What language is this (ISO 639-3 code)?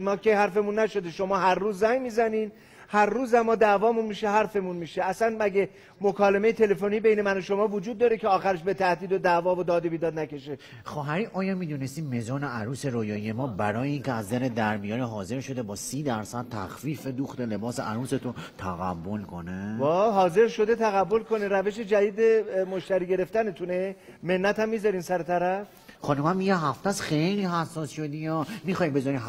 fas